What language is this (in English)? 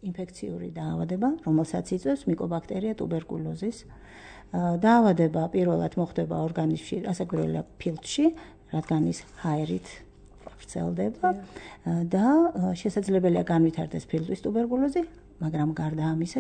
Georgian